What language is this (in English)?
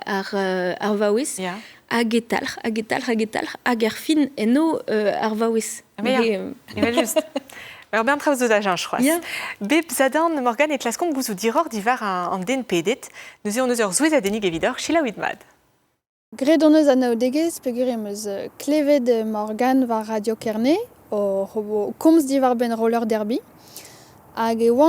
Breton